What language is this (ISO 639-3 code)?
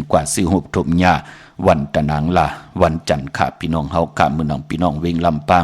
shn